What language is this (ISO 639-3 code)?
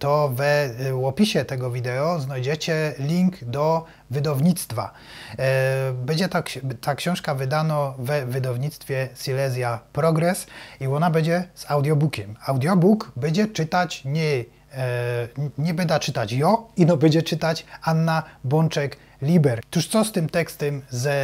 szl